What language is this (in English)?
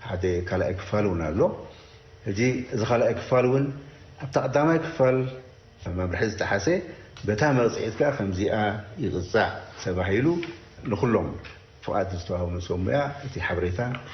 Tigrinya